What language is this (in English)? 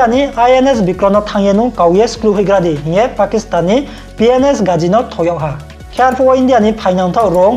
Riang (India)